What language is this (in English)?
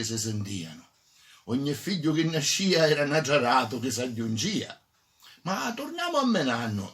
Sicilian